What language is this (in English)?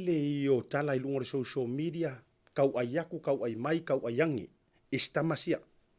Samoan